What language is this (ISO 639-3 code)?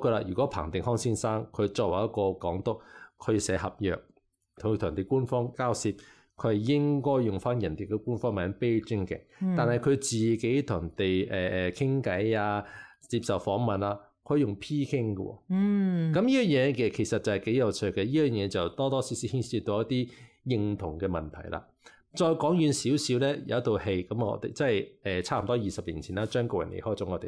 yue